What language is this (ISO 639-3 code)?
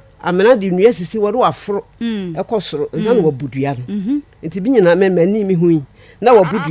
aka